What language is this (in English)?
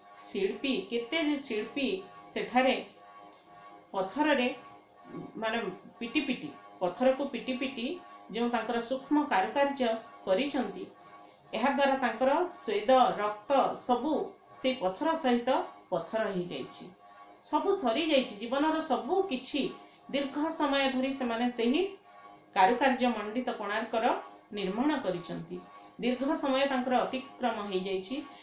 Odia